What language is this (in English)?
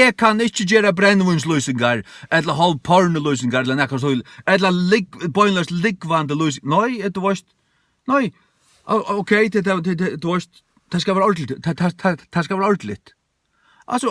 Faroese